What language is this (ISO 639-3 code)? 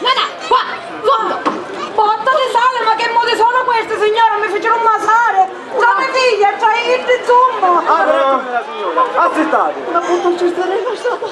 scn